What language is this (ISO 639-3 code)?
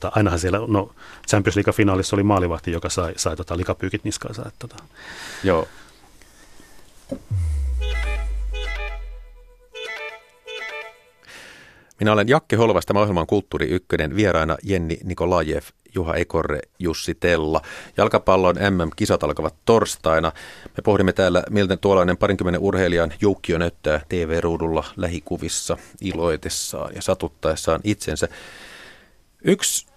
fin